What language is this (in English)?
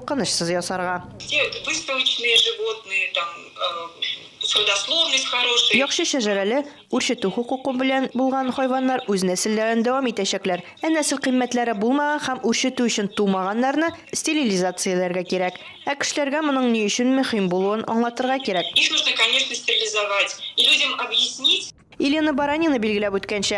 Tatar